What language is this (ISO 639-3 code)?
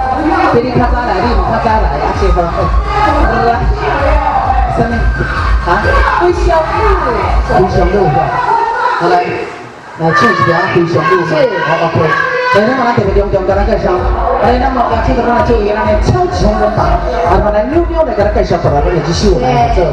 nan